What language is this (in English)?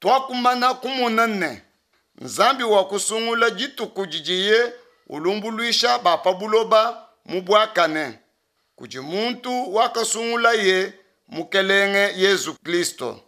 Luba-Lulua